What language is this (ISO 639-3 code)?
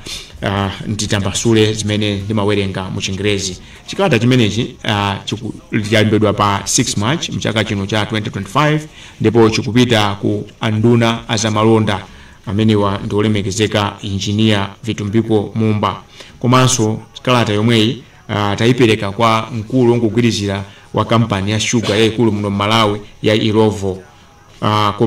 nya